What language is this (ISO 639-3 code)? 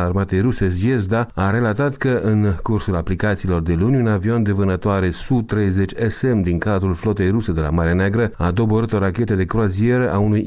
ron